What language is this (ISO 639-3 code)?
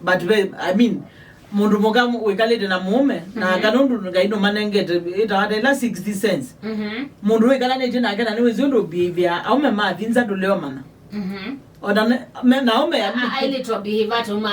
kam